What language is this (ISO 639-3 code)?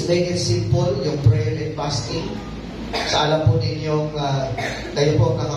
fil